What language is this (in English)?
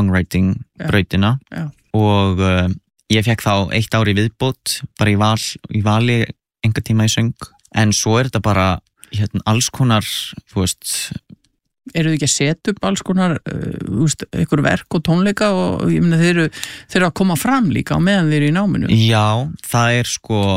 Icelandic